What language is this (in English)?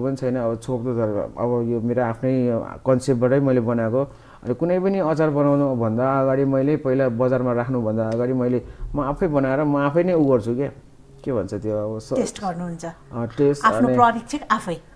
Nepali